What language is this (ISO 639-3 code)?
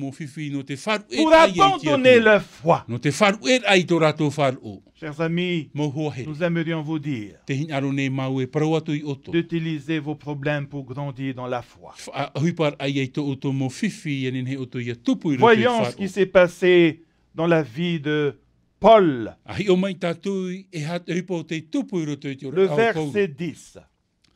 tah